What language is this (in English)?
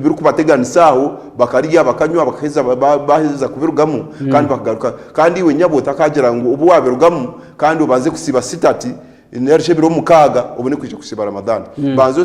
Nyankole